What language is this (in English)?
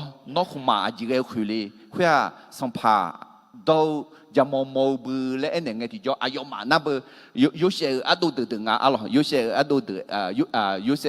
Akha